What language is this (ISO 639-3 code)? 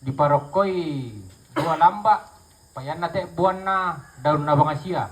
sda